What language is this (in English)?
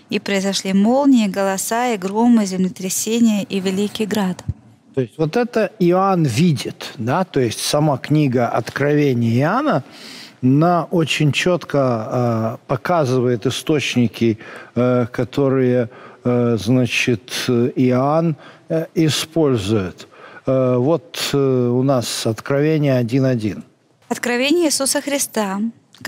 Russian